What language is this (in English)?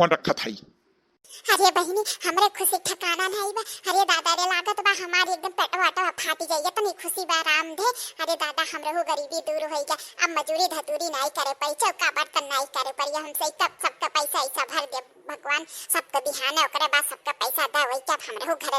Awadhi